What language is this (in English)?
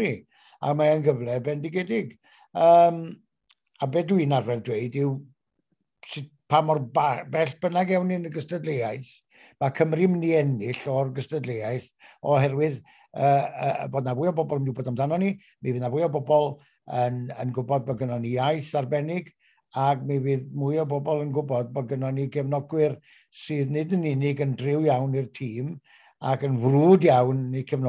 Welsh